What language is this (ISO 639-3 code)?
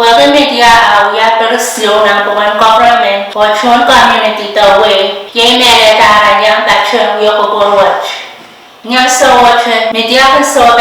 pon